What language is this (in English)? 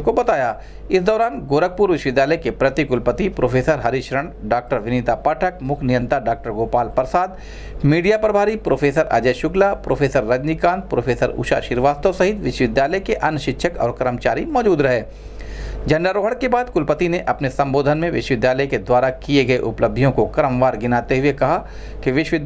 Hindi